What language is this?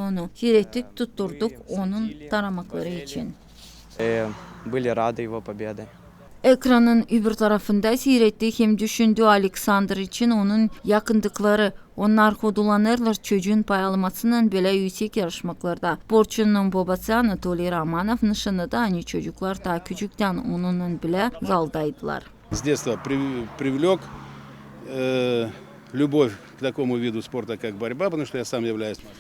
Gagauz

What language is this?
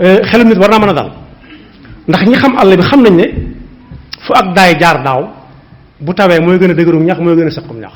Wolof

